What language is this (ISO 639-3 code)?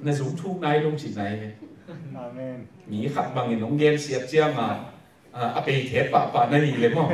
ctd